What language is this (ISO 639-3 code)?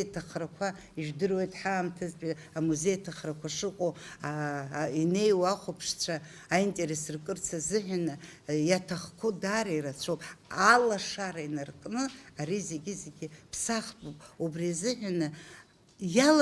abk